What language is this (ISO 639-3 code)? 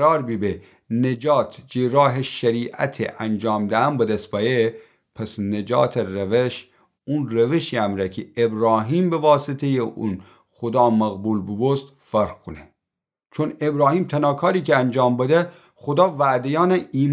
glk